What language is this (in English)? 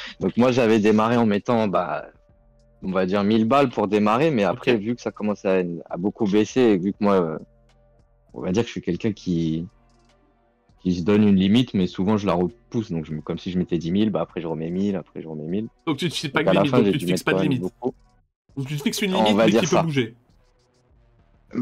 French